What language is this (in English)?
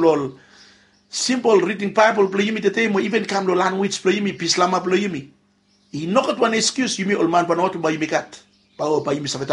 Bislama